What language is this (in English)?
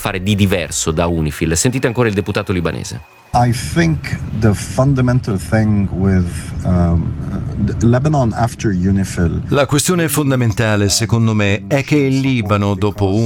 Italian